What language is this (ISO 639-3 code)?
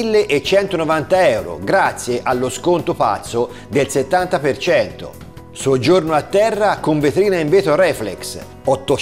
ita